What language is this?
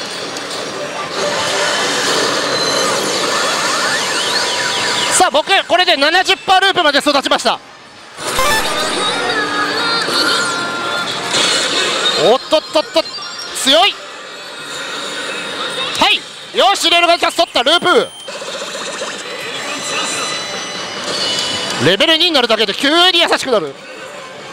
Japanese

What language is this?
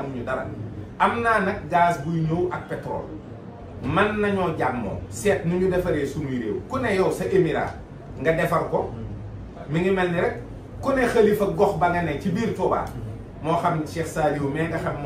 Wolof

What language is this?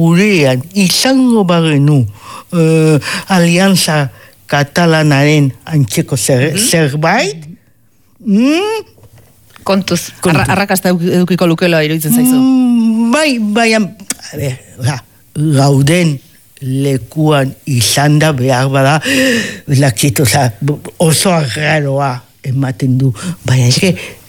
Basque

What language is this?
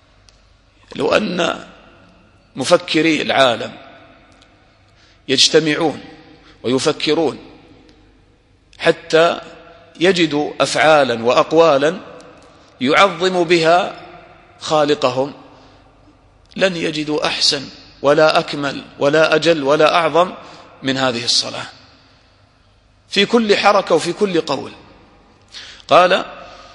Arabic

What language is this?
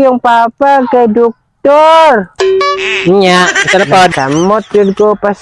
Cebuano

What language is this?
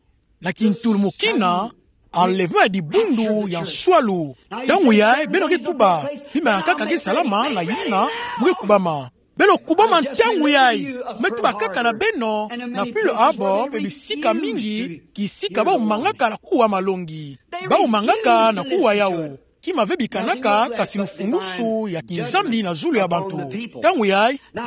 Kituba (Democratic Republic of Congo)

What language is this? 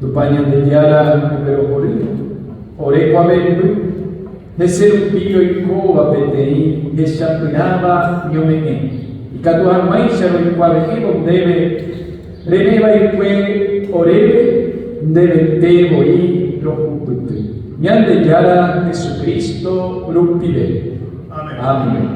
Guarani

